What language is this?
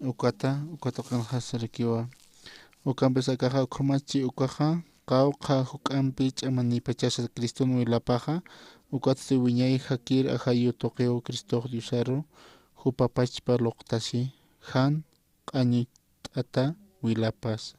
Aymara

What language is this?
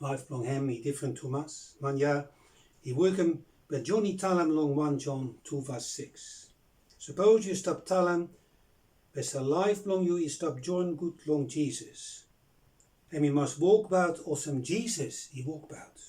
Bislama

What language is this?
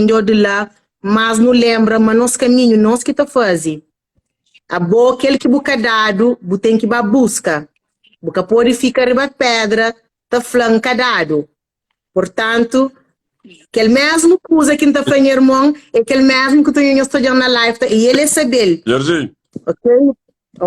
Kabuverdianu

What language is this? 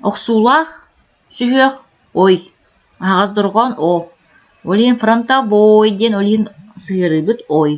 Yakut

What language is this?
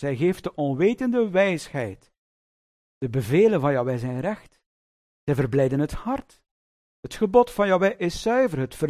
Dutch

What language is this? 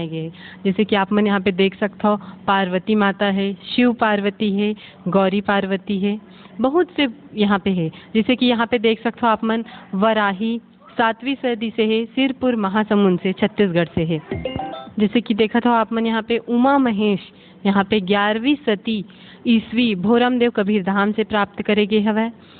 Chhattisgarhi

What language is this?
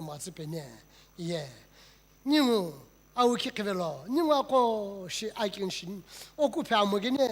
Sumi Naga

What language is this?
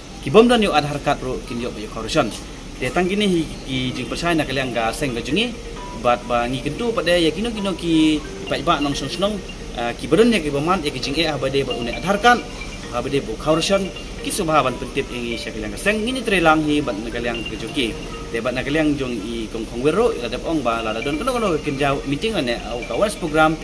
Khasi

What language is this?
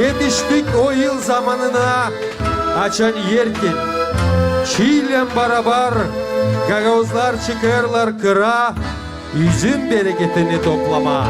Gagauz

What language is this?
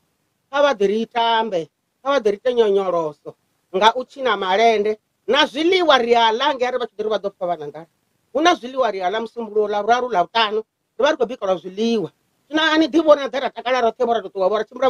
Venda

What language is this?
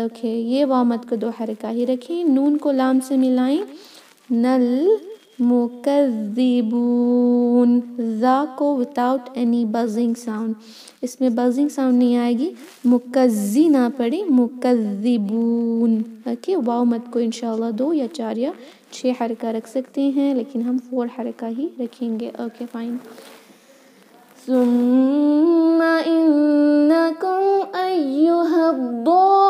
Urdu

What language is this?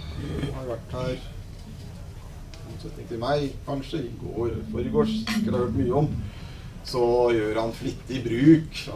Norwegian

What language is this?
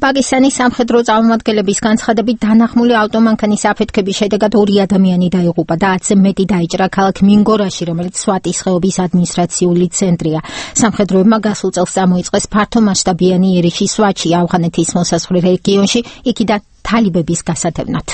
Georgian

